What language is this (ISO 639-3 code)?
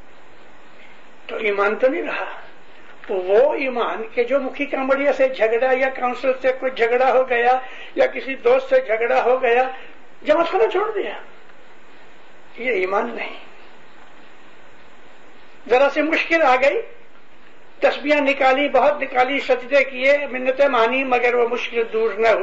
urd